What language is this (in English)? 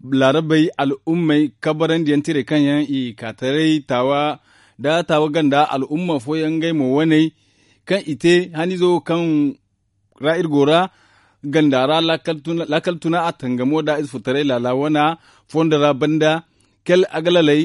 Zarma